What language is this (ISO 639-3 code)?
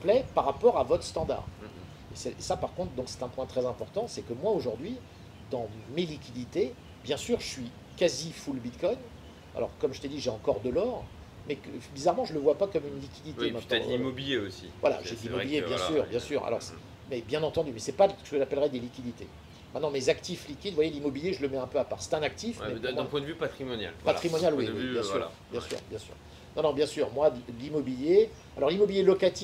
fra